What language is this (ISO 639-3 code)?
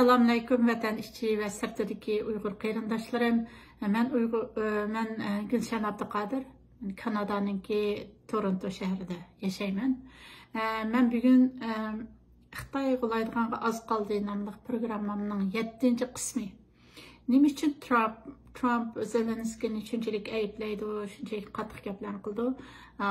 uig